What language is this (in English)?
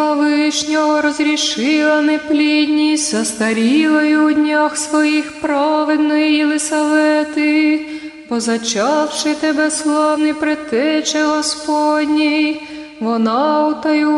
Ukrainian